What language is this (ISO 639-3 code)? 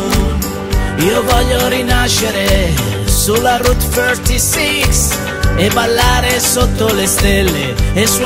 ita